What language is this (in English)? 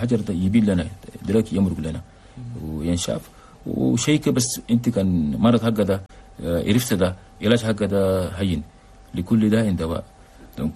Chadian Arabic